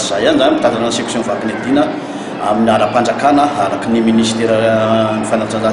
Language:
Malagasy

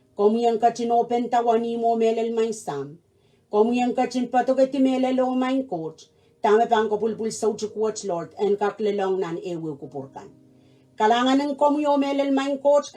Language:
Pohnpeian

